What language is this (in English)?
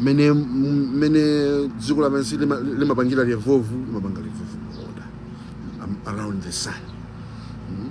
Nyanja